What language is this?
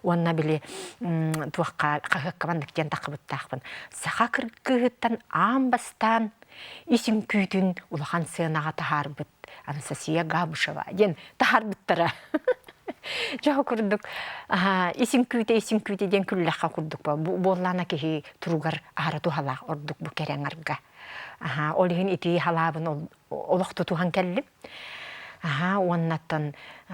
Yakut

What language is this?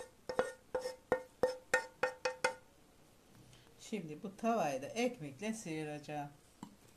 Turkish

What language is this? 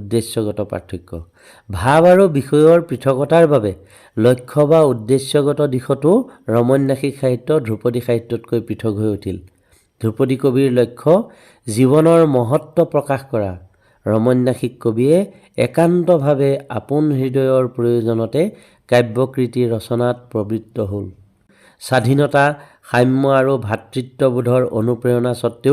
Assamese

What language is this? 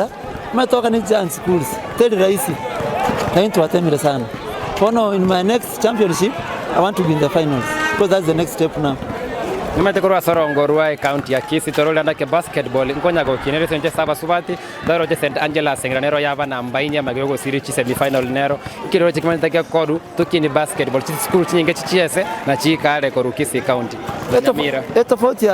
Gusii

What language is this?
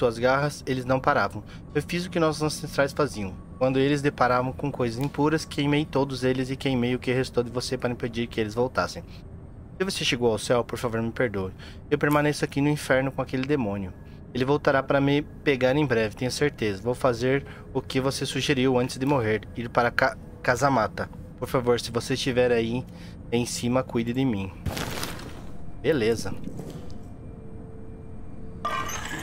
Portuguese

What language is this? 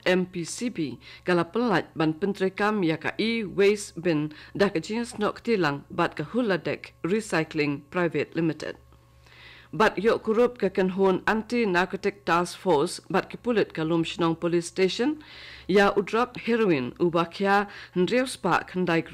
Khasi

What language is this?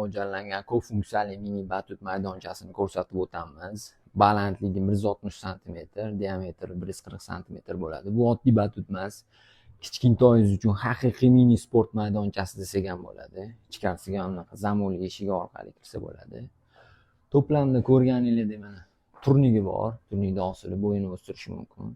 Uzbek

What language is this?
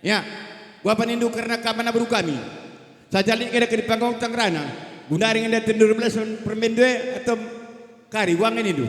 Batak Karo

